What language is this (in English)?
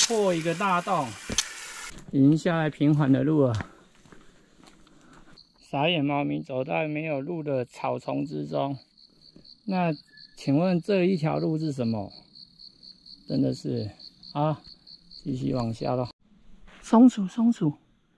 Chinese